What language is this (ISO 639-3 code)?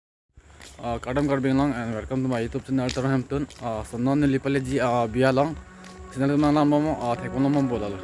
mjw